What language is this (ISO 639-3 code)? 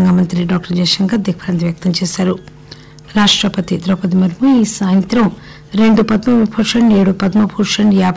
tel